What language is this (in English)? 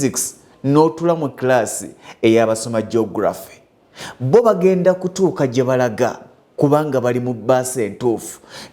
Ganda